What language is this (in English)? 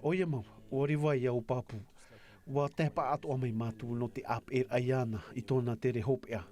Tahitian